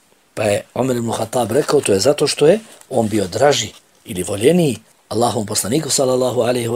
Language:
Bosnian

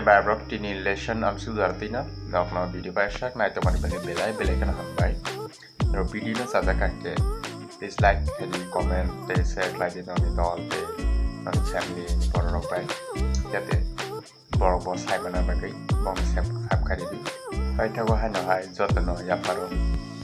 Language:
Kok Borok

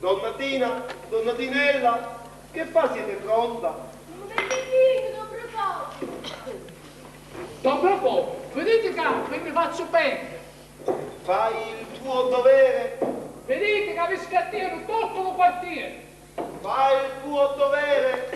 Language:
Sicilian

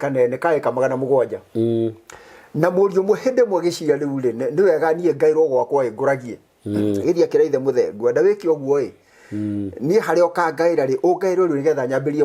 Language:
Kikuyu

